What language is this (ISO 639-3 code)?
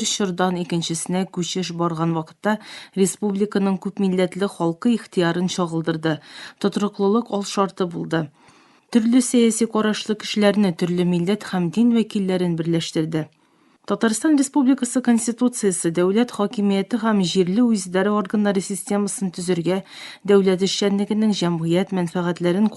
tat